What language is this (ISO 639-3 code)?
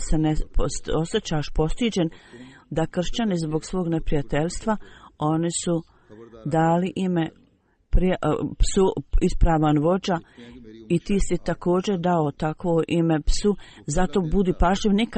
bos